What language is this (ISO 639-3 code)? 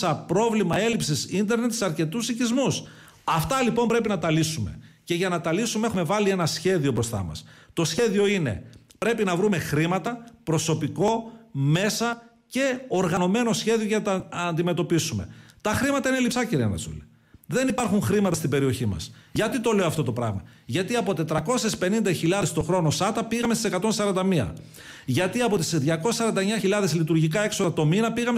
ell